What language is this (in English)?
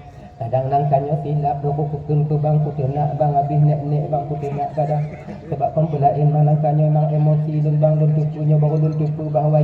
Achinese